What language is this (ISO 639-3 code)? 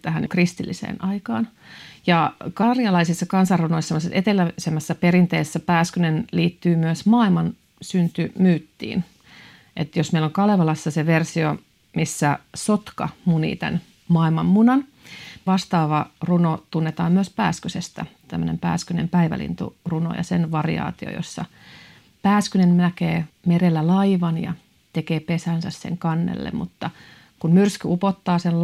fin